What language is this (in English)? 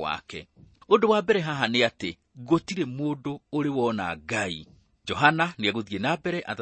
Kikuyu